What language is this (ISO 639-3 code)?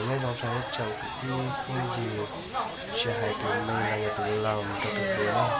hmn